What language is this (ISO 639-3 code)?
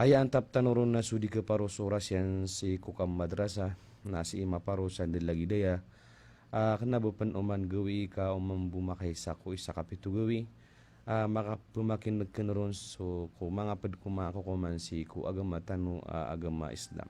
mrw